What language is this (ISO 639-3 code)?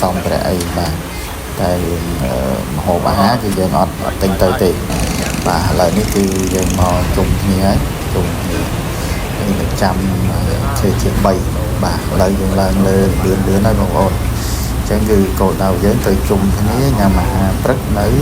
khm